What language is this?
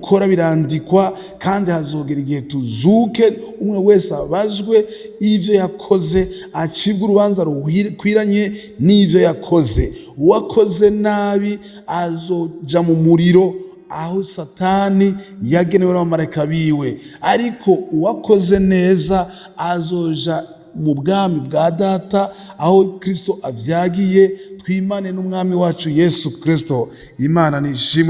Rundi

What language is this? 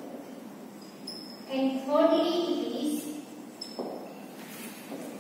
English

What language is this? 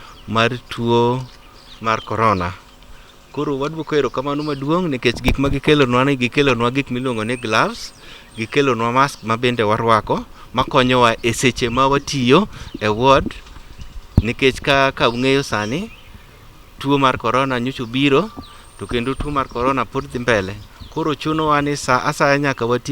Luo (Kenya and Tanzania)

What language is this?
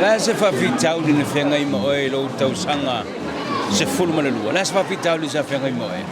Samoan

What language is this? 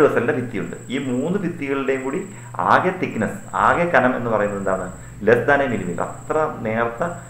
Malayalam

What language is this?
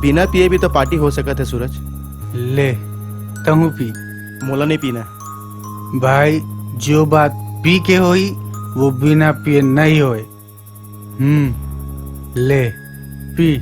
Chhattisgarhi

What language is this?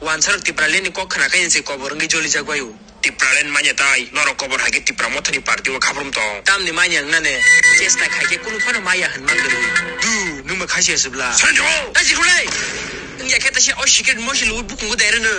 Kok Borok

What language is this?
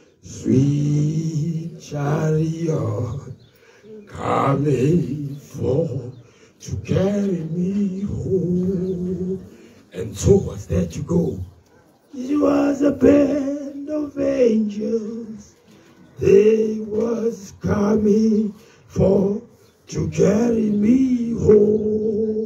Tswana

